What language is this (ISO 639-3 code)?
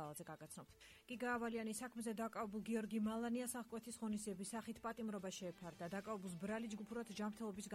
kat